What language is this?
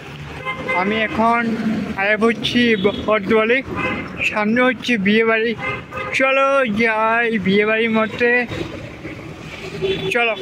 Bangla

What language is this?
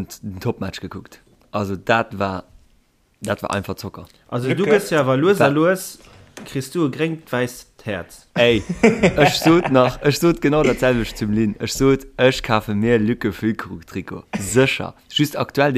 Luxembourgish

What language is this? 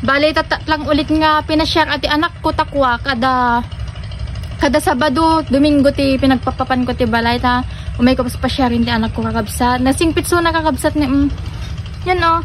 Iloko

